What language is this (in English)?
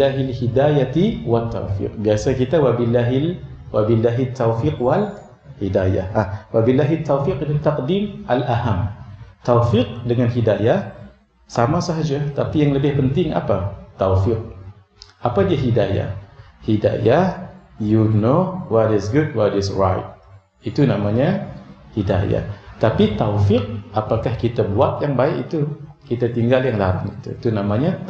Malay